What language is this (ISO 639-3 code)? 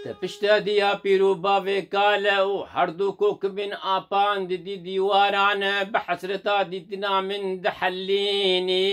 kur